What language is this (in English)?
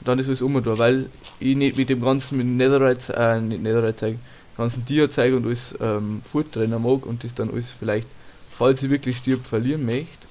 Bavarian